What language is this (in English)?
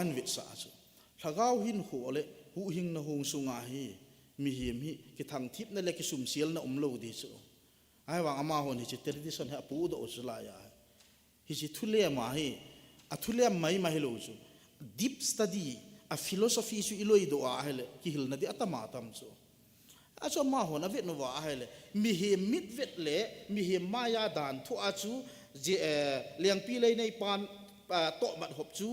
Thado Chin